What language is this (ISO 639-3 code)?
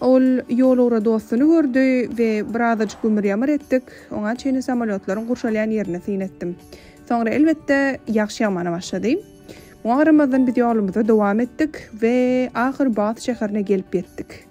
tuk